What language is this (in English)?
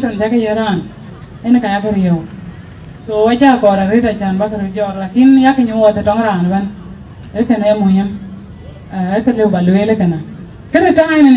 Dinka